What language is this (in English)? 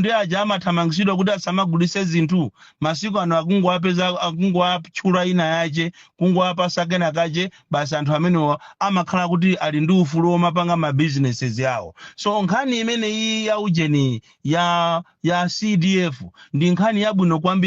Nyanja